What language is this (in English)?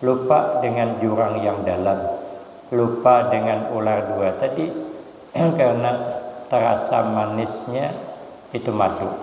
Banjar